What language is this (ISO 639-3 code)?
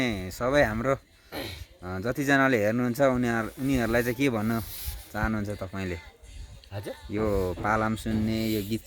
nep